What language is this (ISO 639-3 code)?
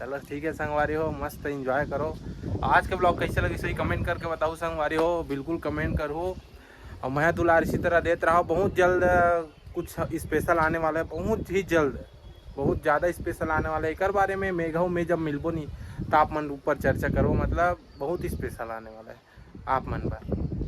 hne